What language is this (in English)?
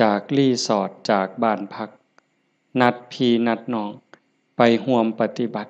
Lao